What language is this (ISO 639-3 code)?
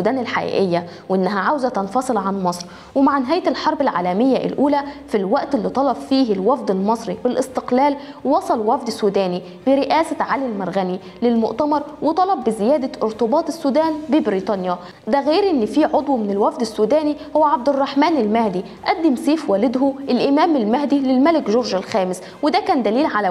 arz